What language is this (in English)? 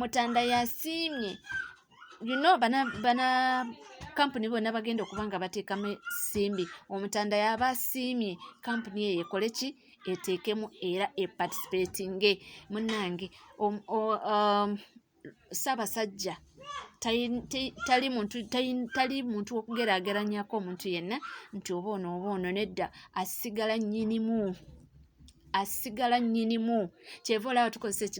Ganda